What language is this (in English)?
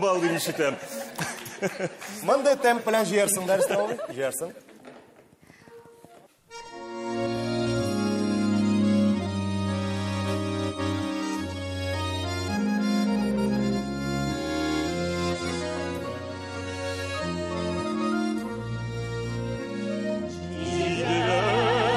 Tatar